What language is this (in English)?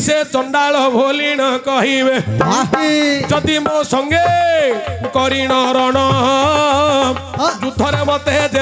Odia